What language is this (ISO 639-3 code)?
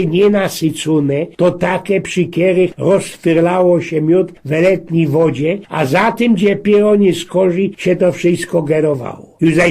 szl